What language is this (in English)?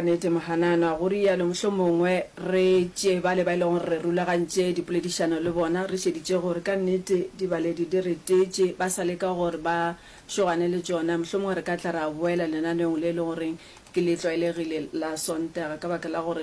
Northern Sotho